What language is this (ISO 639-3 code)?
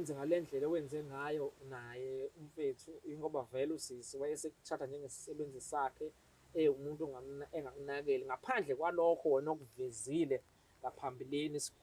zul